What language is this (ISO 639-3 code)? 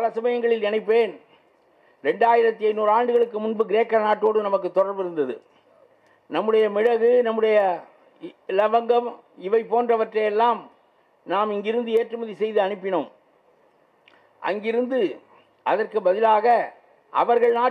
tam